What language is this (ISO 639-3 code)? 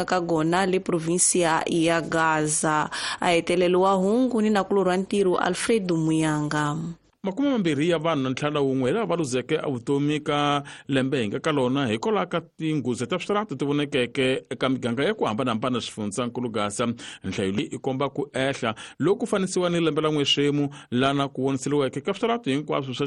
tso